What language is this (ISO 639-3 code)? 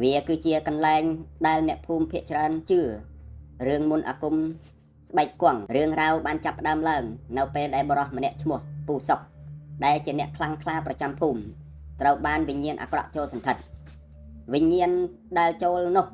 khm